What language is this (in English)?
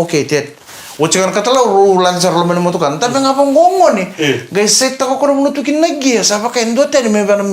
Fijian